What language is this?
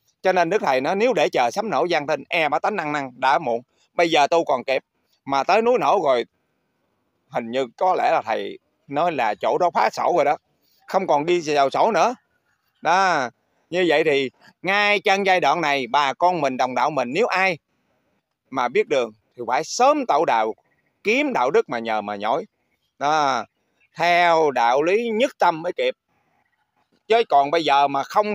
Vietnamese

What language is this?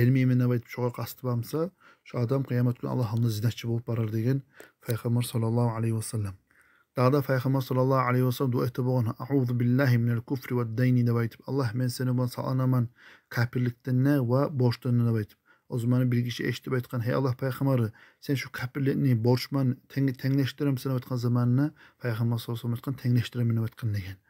Kumyk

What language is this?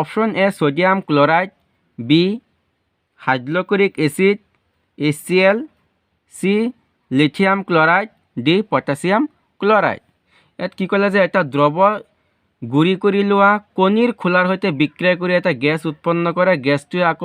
Assamese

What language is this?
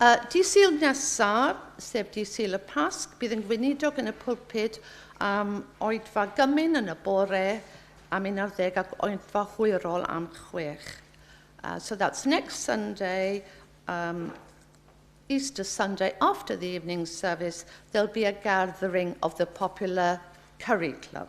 Welsh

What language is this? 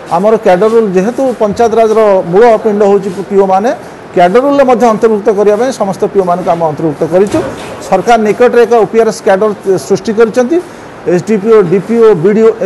Odia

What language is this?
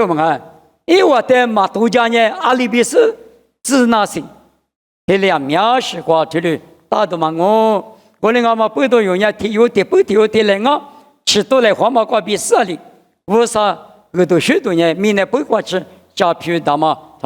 Lisu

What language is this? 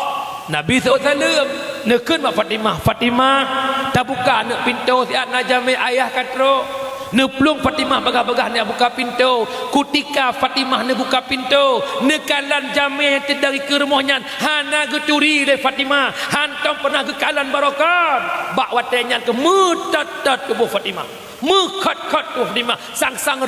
Achinese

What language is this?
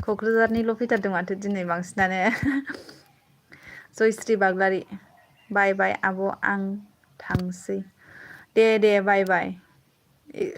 Bodo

